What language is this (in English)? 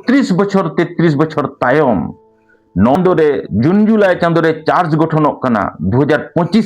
Santali